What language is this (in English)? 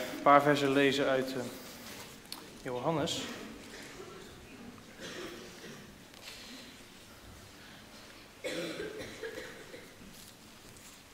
Dutch